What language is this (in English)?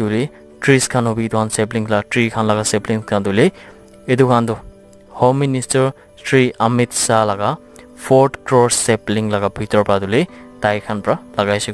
Naga Pidgin